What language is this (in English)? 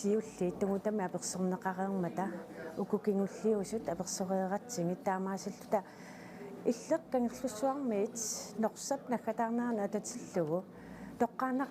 Kalaallisut